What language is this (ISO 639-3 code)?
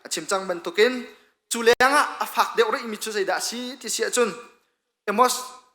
cnh